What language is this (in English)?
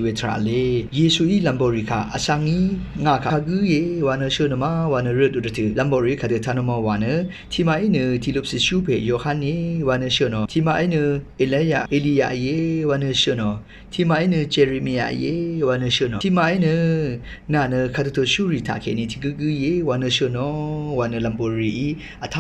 Rawang